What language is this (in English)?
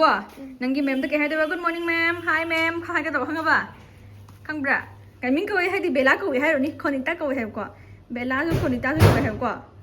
Manipuri